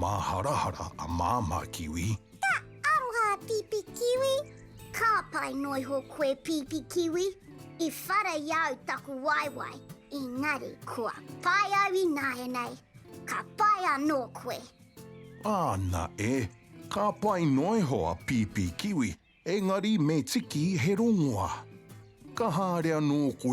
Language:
Māori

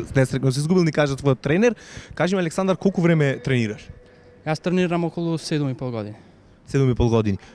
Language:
Macedonian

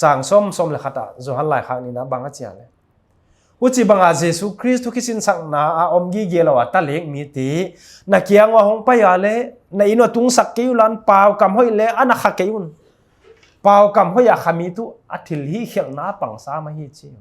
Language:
Paite Chin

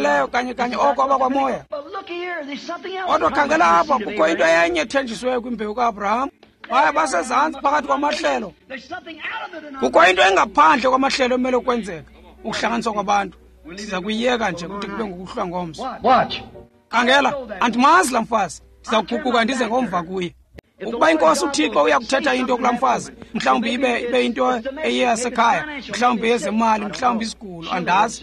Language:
Xhosa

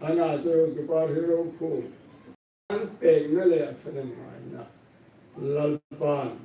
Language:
Hmar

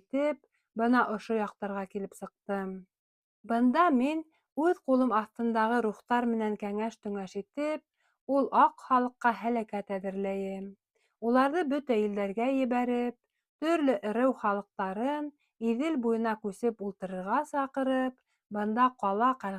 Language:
Bashkir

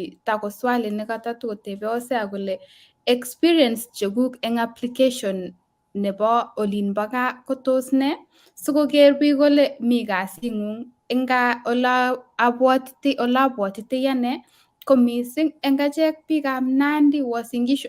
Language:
Kalenjin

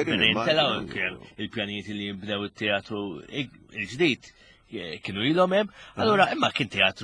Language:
Maltese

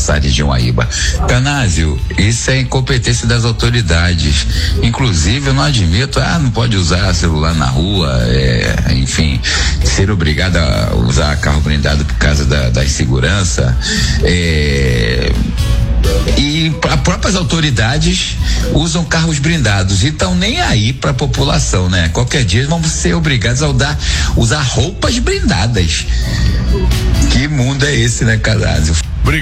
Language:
Portuguese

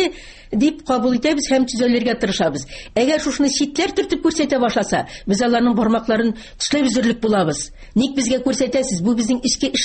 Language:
Tatar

